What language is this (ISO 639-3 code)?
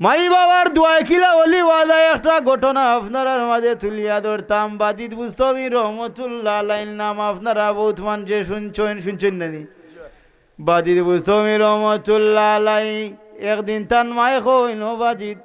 syl